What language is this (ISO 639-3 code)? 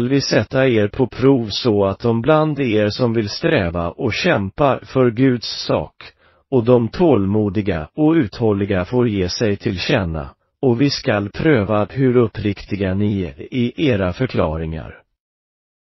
swe